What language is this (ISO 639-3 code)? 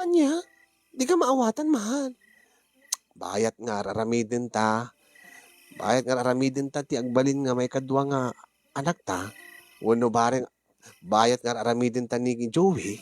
ilo